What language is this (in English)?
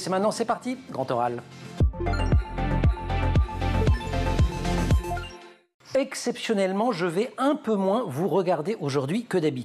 French